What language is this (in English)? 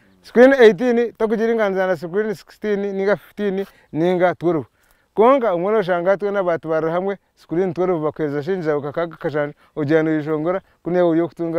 Nyankole